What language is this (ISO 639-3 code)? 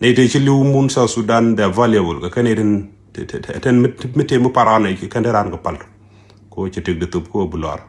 nus